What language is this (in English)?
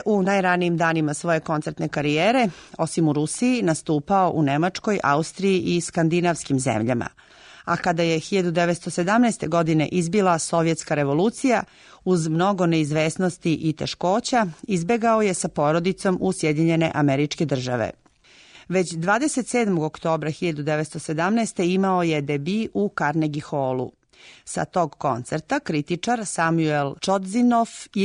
Serbian